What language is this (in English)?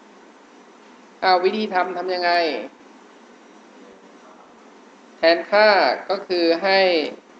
Thai